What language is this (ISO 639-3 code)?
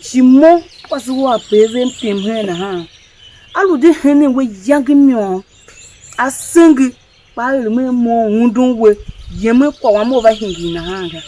tiv